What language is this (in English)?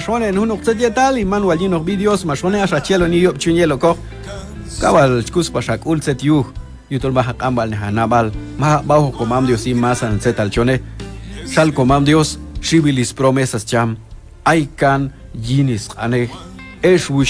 Q'anjob'al